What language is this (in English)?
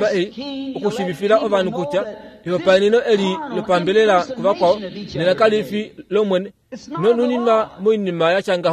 Kuanyama